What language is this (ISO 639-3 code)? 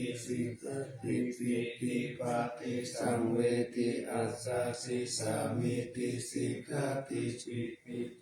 pli